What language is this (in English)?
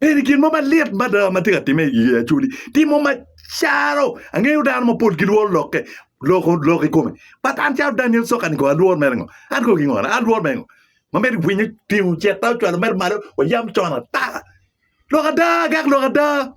Acoli